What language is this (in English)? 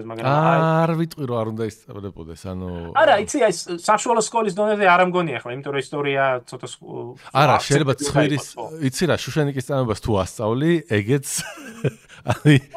Georgian